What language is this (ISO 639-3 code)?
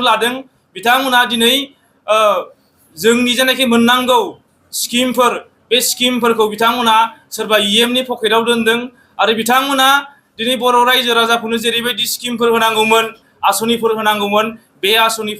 brx